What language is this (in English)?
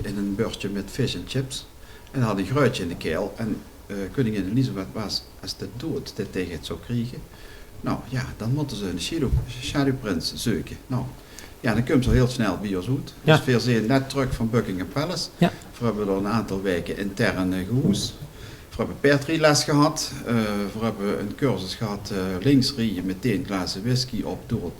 Limburgish